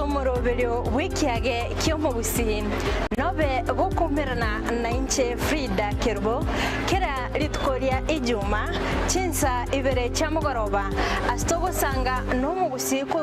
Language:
Gusii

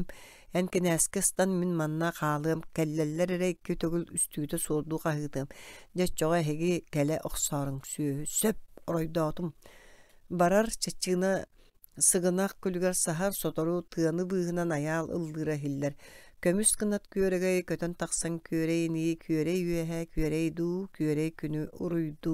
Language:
Yakut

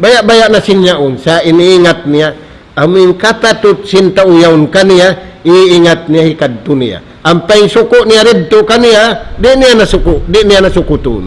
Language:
Tausug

